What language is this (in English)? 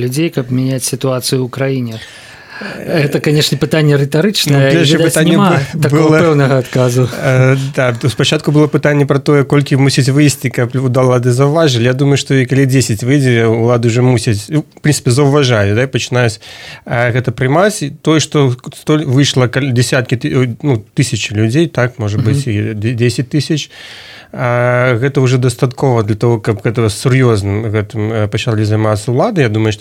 Belarusian